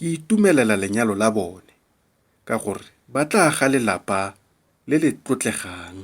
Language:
Tswana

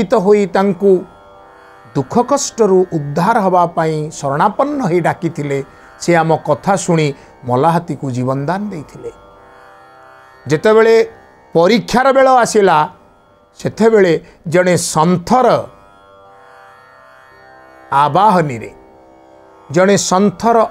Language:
Odia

